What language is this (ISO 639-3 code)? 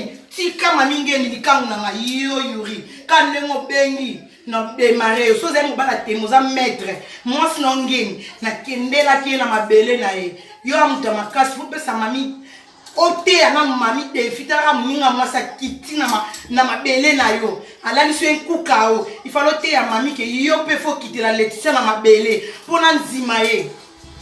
lin